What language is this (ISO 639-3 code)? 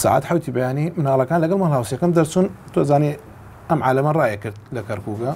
ckb